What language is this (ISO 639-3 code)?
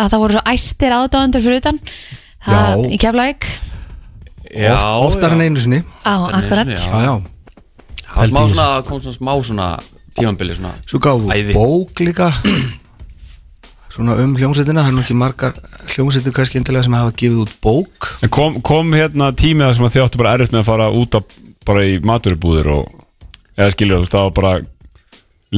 isl